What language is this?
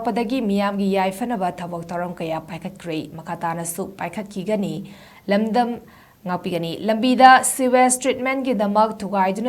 Manipuri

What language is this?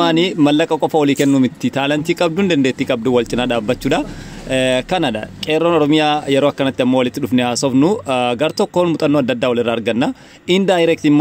Oromo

